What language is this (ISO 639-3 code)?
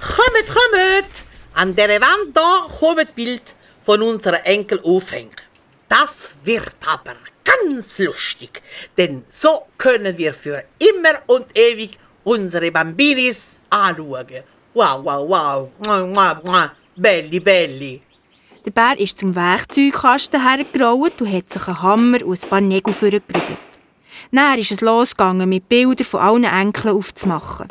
gsw